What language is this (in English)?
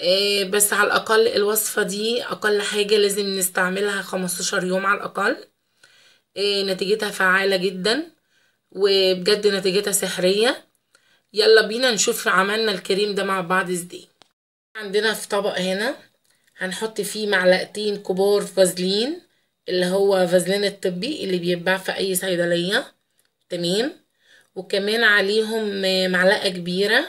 Egyptian Arabic